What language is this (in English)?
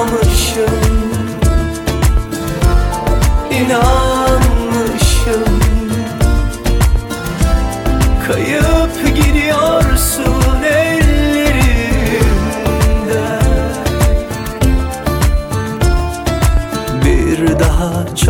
Turkish